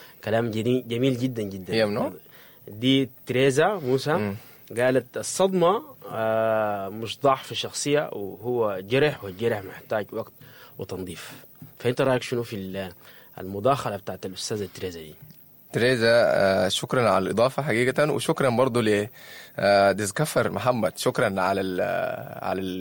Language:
Sudanese Arabic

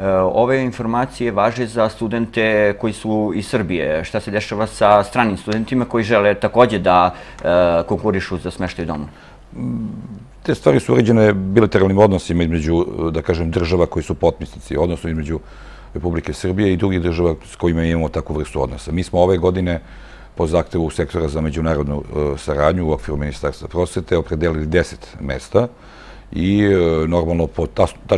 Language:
Serbian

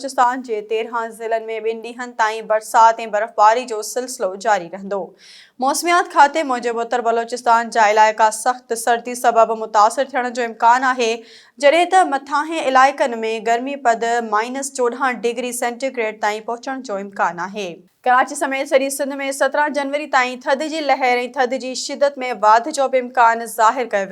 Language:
Sindhi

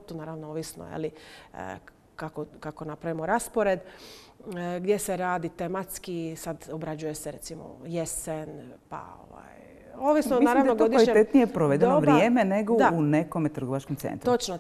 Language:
Croatian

